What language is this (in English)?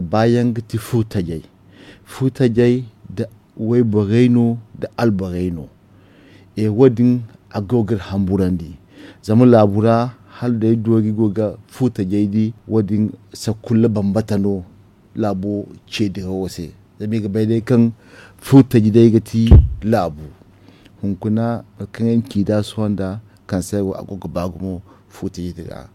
Zarma